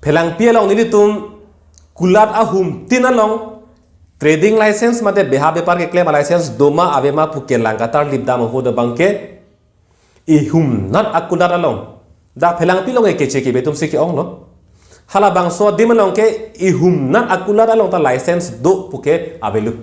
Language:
Karbi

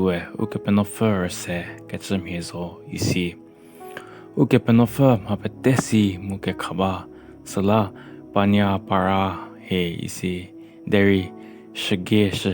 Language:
Angami Naga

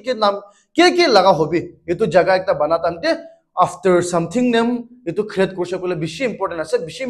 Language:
Naga Pidgin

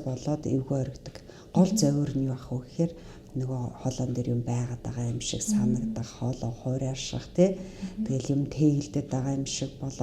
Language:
Mongolian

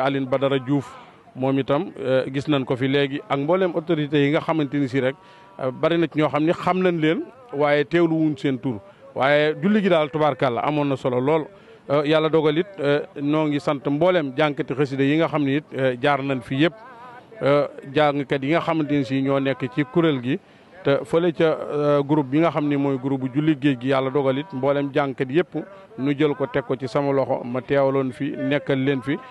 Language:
Wolof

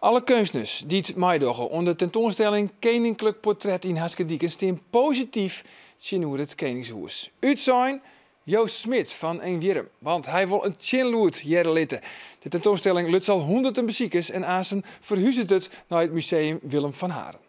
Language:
Western Frisian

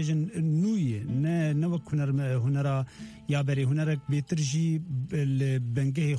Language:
Kurdish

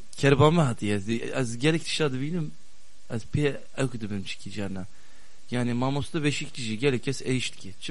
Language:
Kurdish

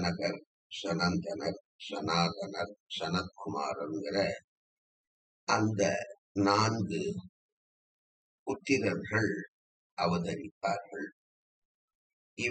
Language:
Tamil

